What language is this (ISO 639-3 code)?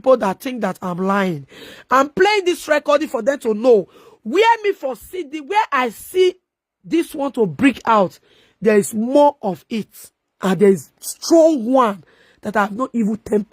pcm